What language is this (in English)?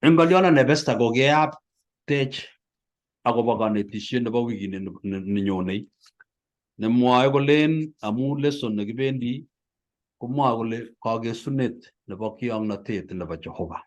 Kalenjin